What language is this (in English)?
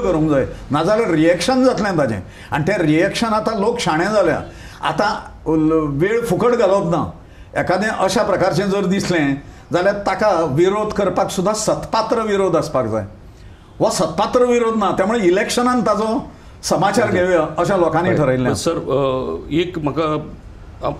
Konkani